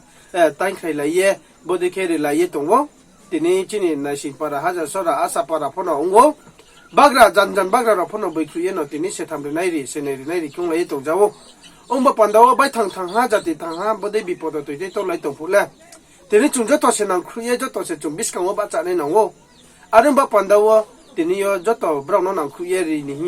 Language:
Riang (India)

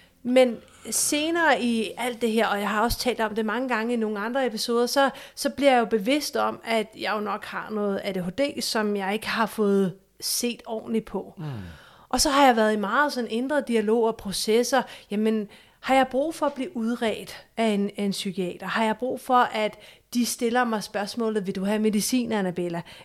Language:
Danish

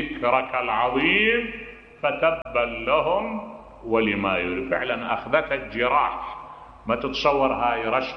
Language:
Mesopotamian Arabic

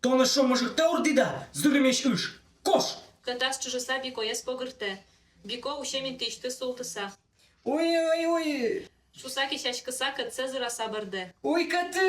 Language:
Udmurt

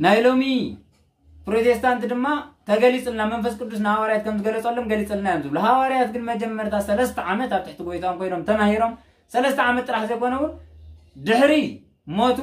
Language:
Tigrinya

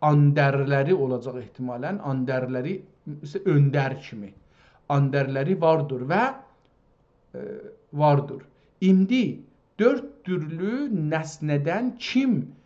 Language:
South Azerbaijani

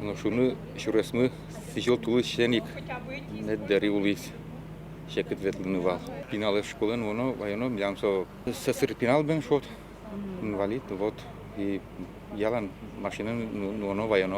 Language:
Udmurt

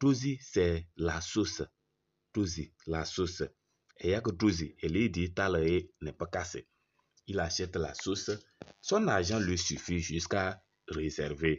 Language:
Kabiyè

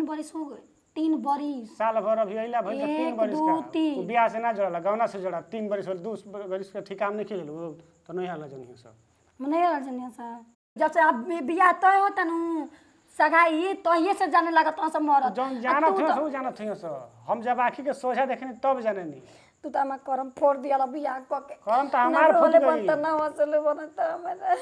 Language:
Bhojpuri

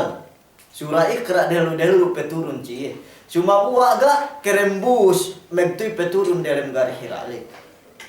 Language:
Yakan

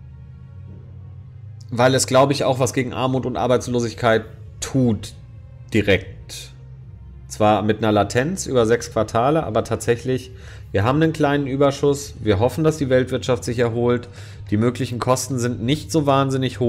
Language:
German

